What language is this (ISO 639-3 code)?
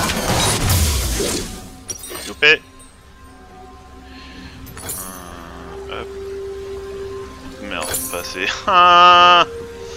fra